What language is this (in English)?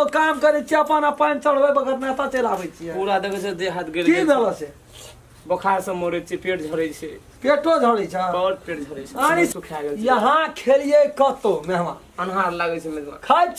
Maithili